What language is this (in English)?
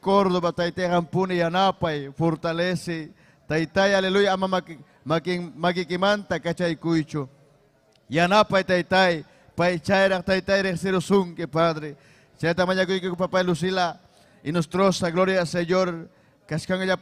Ayacucho Quechua